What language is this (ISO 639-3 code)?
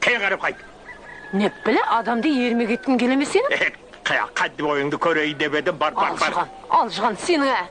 kaa